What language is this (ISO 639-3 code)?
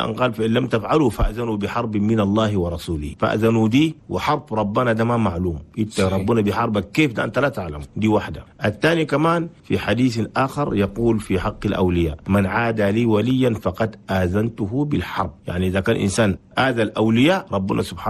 shu